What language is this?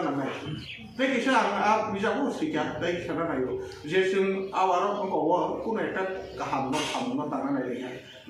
Kok Borok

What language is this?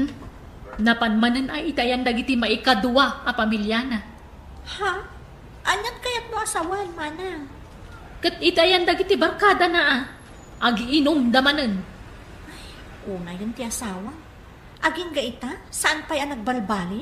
Iloko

